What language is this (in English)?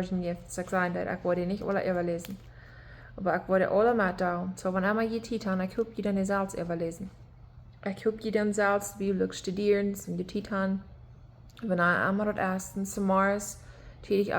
Plautdietsch